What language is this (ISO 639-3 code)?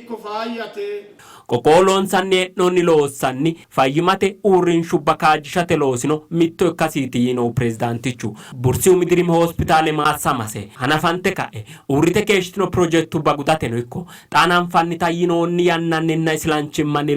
sid